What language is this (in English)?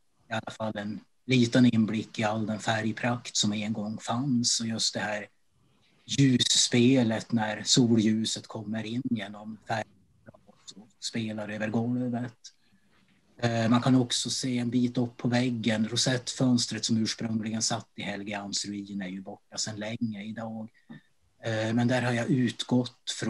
Swedish